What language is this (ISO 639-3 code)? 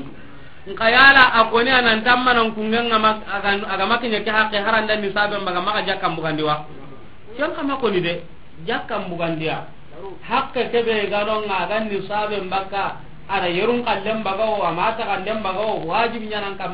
snk